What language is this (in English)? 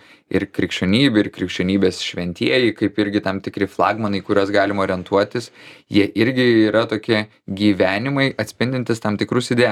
Lithuanian